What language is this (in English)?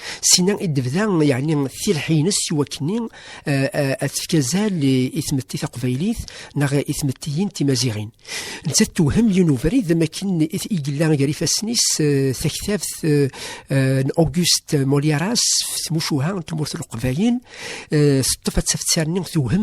Kabyle